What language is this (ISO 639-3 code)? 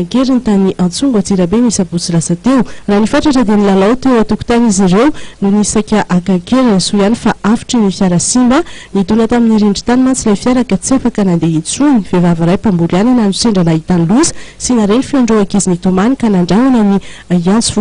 mlg